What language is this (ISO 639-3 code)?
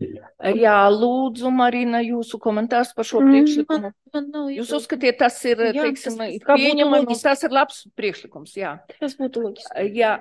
lav